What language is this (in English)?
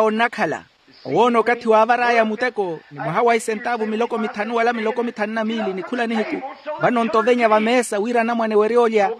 Makhuwa